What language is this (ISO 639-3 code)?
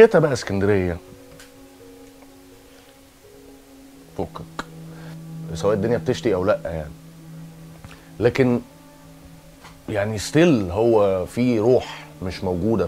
arz